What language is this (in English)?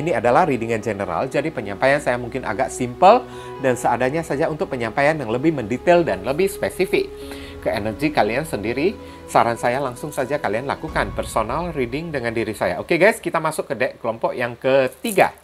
Indonesian